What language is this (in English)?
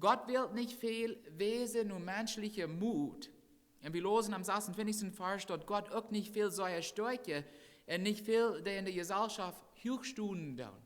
Plautdietsch